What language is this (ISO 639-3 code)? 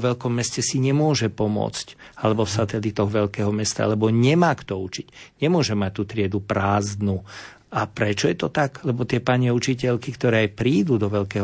slk